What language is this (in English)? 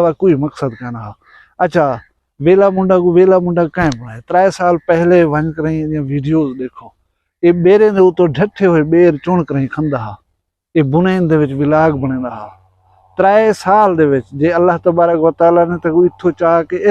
Saraiki